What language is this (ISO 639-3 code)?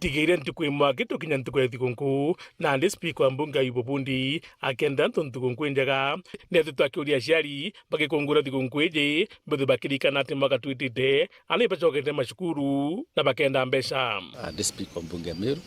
mer